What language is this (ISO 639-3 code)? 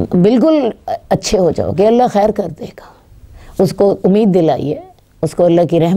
urd